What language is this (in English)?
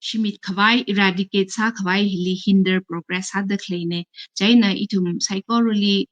Tangkhul Naga (India)